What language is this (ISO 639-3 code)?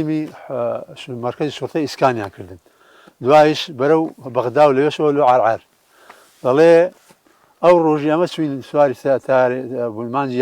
ckb